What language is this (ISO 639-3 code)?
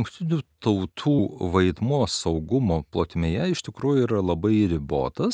lit